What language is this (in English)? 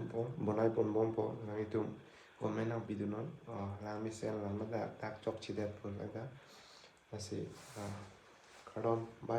Karbi